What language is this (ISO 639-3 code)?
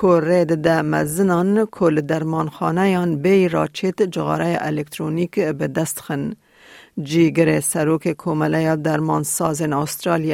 kur